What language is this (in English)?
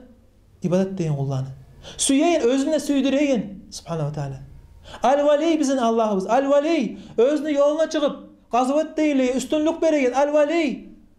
Kumyk